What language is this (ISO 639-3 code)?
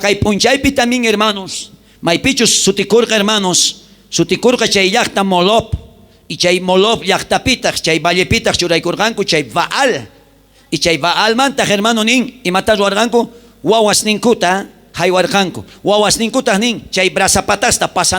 quh